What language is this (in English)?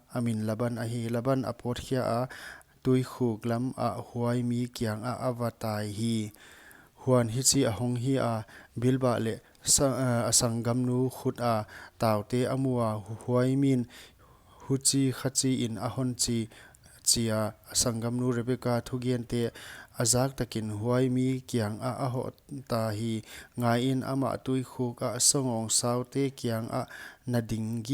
Paite Chin